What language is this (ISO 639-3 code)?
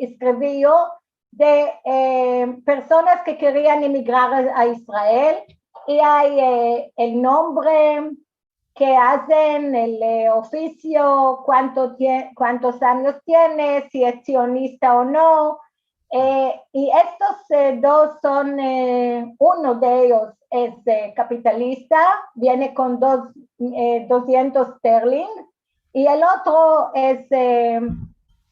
lad